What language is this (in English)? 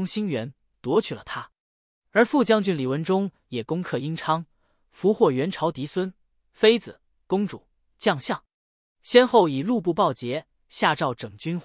Chinese